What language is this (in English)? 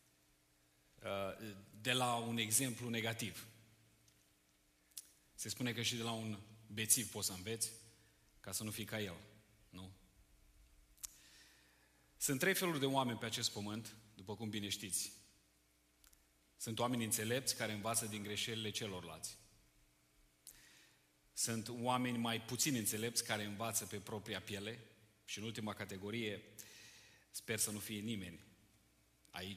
Romanian